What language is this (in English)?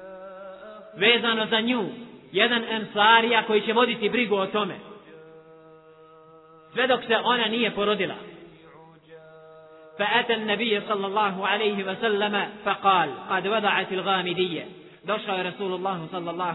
Bosnian